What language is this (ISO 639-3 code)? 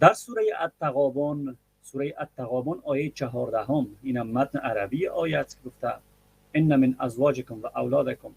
fas